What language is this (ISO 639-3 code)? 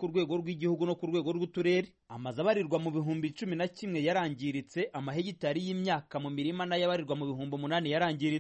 kin